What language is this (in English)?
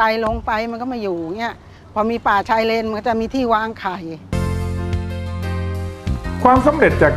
Thai